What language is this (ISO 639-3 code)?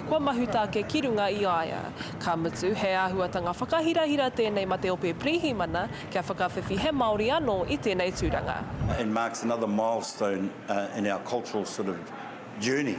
mri